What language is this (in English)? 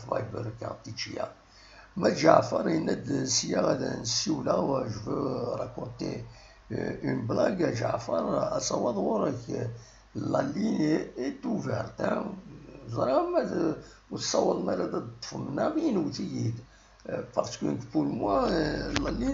Kabyle